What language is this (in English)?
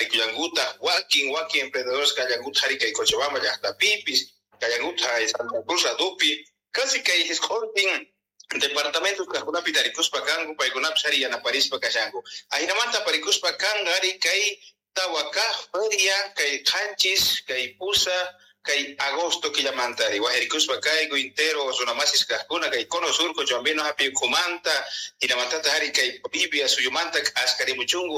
South Bolivian Quechua